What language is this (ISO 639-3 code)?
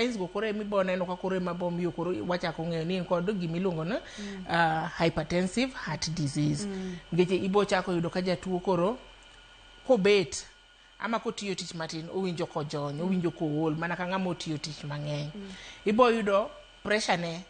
luo